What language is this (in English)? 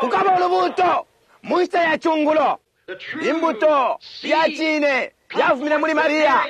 Bemba